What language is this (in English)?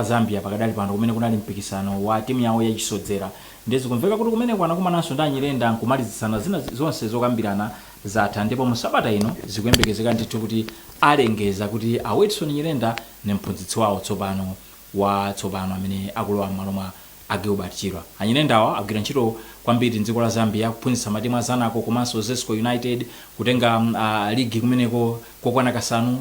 Nyanja